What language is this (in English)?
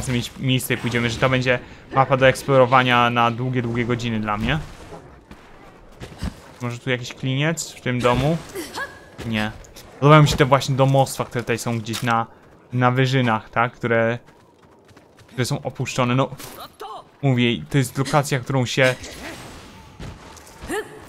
Polish